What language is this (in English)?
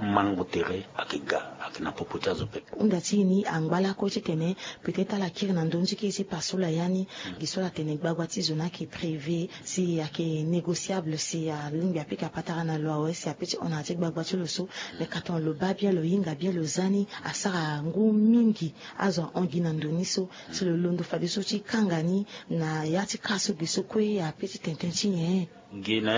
Sango